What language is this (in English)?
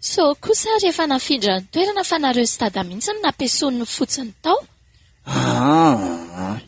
Malagasy